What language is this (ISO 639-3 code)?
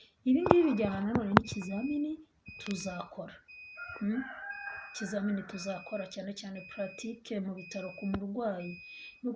kin